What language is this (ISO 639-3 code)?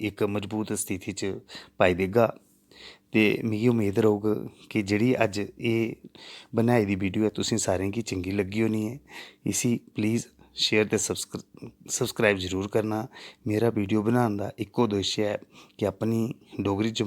doi